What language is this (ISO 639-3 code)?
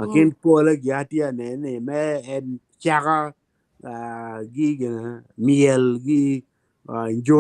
ach